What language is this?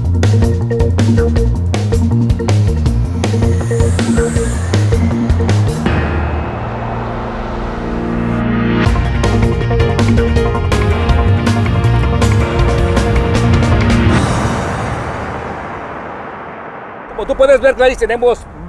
Spanish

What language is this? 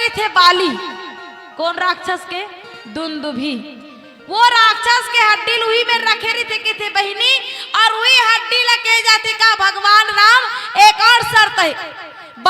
Chhattisgarhi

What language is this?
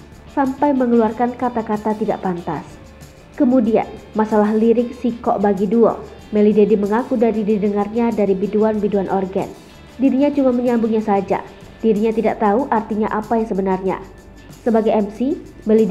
Indonesian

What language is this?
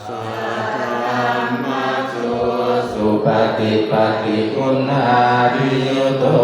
Pali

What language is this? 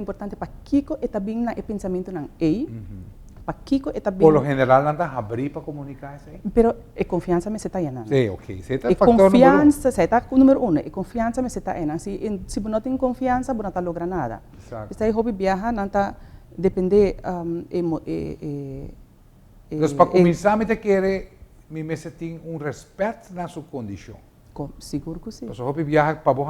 Papiamento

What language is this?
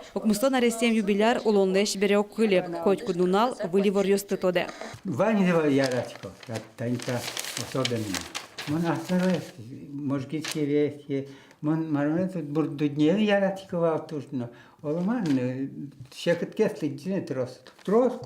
Udmurt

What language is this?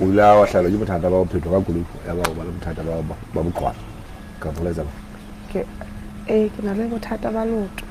Southern Sotho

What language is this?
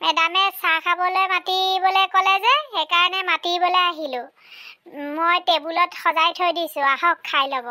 Assamese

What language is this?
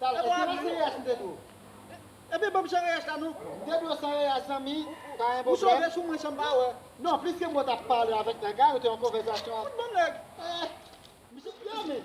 Haitian Creole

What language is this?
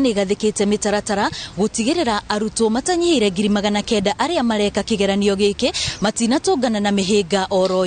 Kikuyu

